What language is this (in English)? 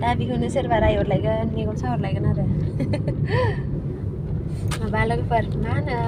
Bodo